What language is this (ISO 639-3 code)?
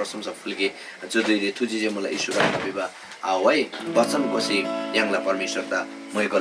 taj